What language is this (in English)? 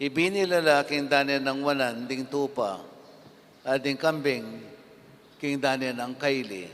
Pampanga